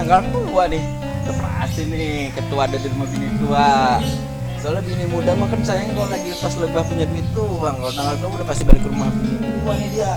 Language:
Betawi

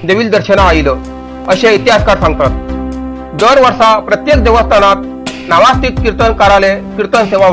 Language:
Konkani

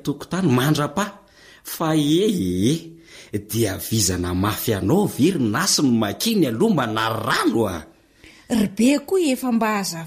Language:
Malagasy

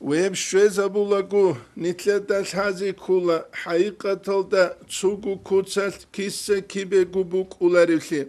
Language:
Avaric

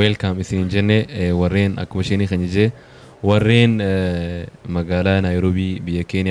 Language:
Oromo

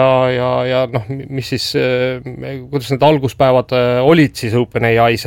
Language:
Estonian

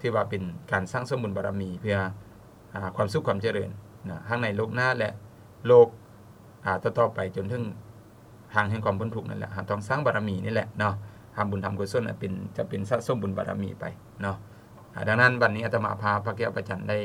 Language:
Lao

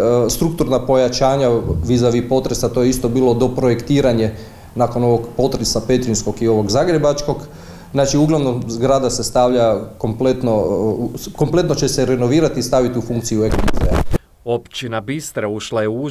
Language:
Croatian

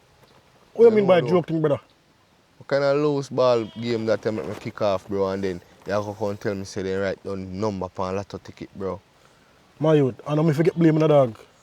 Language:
Jamaican Creole English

